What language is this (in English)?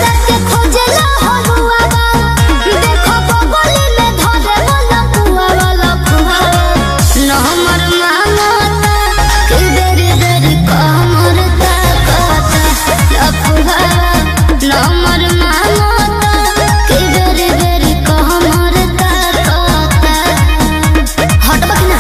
Bhojpuri